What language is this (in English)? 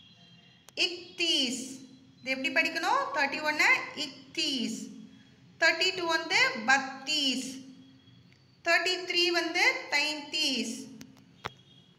Tamil